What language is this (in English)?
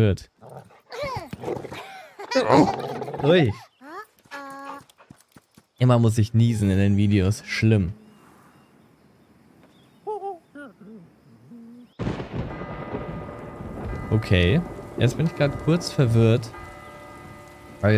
German